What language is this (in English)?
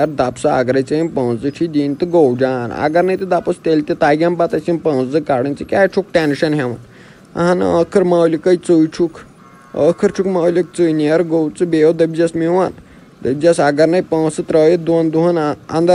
Kashmiri